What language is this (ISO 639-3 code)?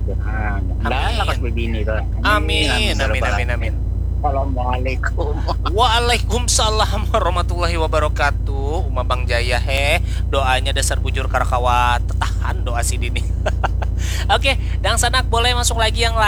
bjn